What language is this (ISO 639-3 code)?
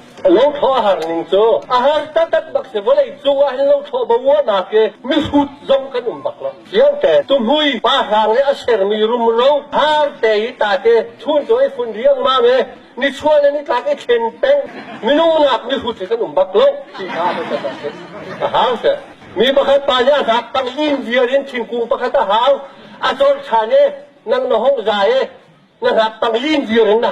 cnh